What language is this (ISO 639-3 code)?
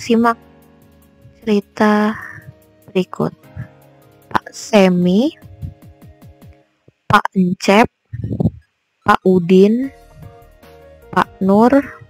ind